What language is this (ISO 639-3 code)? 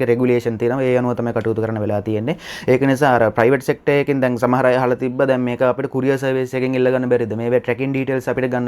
sin